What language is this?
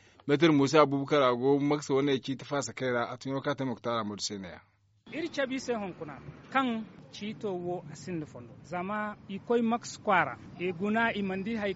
Zarma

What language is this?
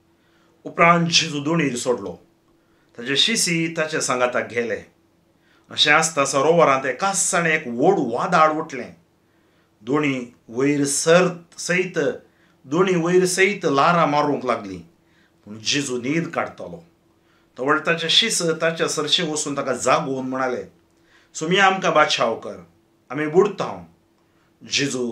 Konkani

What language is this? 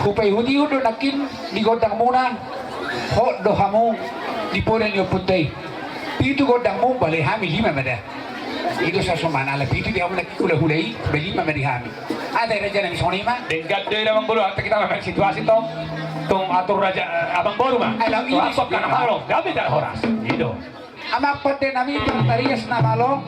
Batak Toba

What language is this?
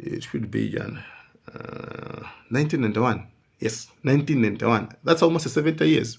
Nyanja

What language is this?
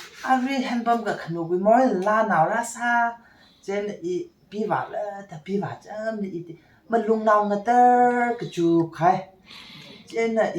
Tangkhul Naga (India)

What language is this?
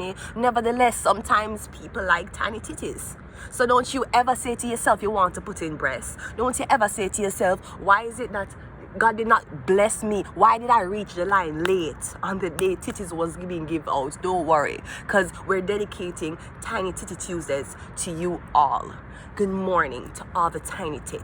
Jamaican Creole English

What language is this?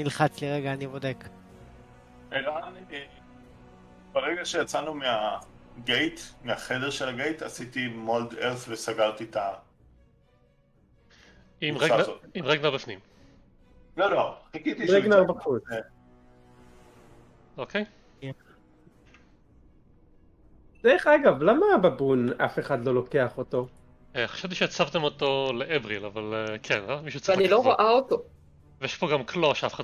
Hebrew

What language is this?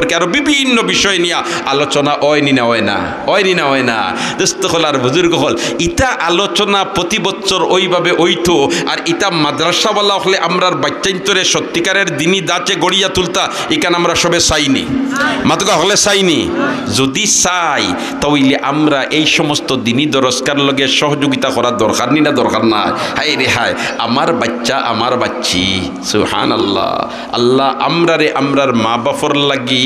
Sylheti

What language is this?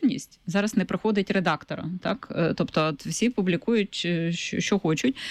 Ukrainian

